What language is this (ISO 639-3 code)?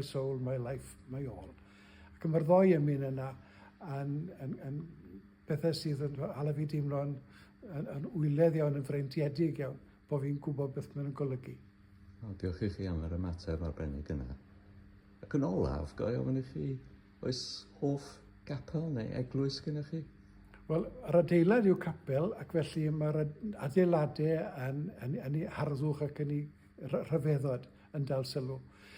cym